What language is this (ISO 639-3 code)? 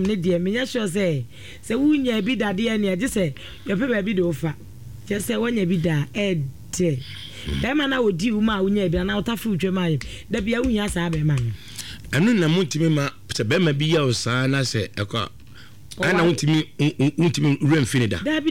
aka